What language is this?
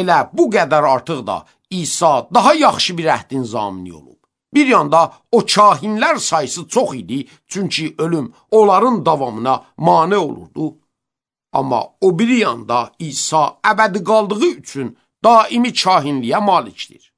Azerbaijani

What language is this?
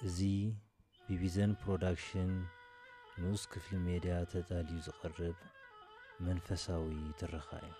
Tigrinya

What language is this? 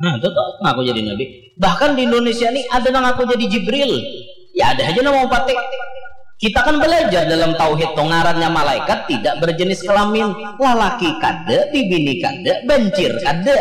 Banjar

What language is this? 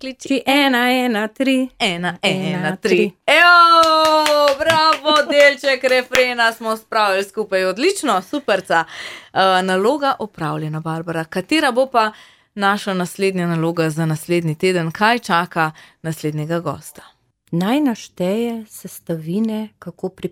Slovenian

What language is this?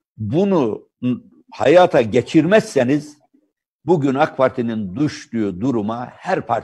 Turkish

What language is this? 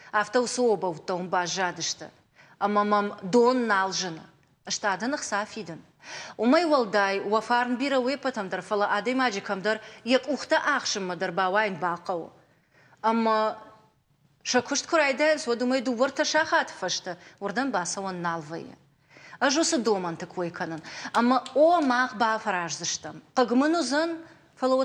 Ossetic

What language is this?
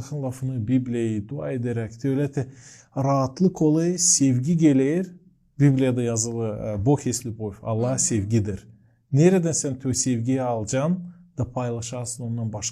Gagauz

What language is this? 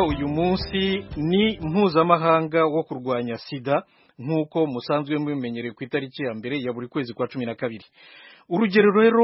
Kinyarwanda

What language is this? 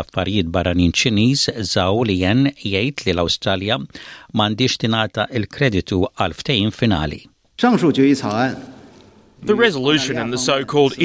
Maltese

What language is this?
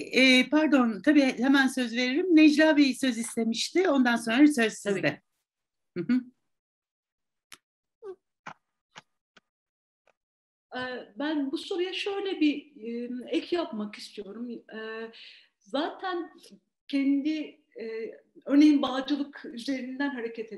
Turkish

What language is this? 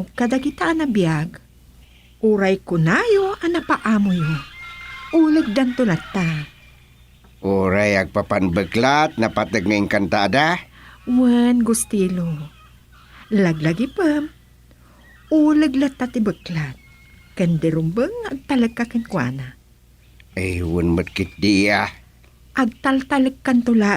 Iloko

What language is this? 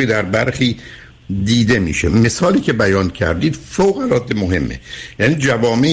Persian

